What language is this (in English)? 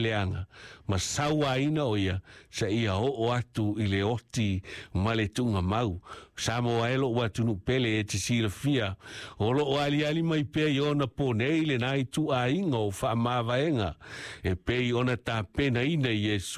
Samoan